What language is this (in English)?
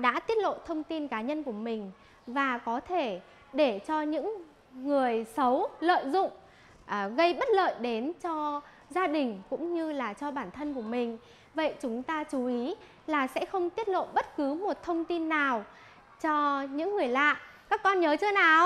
Vietnamese